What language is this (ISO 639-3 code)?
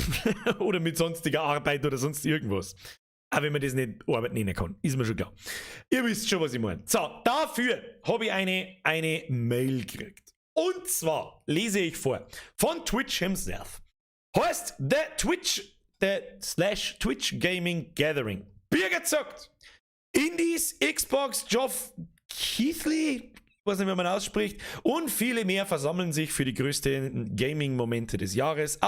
bar